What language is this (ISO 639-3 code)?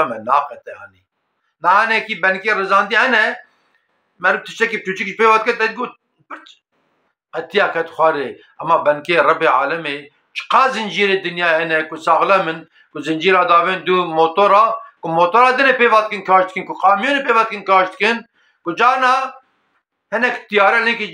kur